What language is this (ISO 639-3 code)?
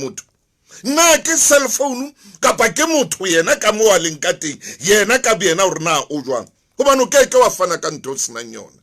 sot